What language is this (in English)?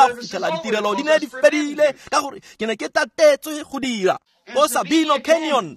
Tswana